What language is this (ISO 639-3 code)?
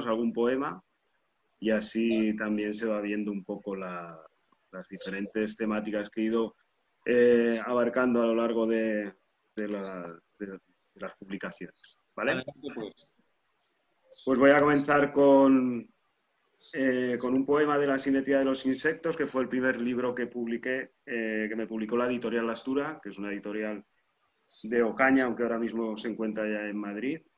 spa